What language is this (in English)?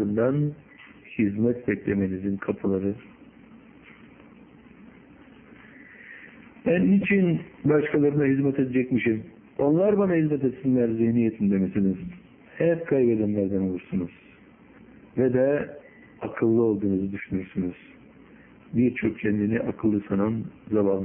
Turkish